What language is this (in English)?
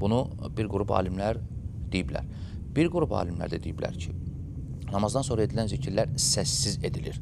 Azerbaijani